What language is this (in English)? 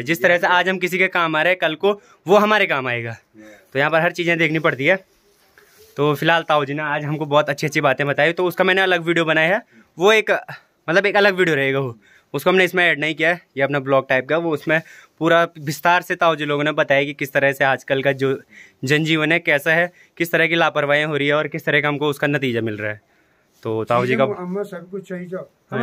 Hindi